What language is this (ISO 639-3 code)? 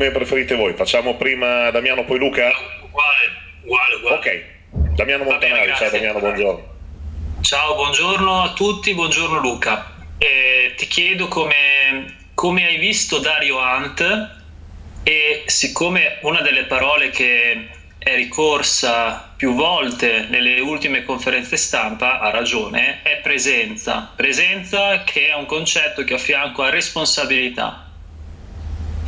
ita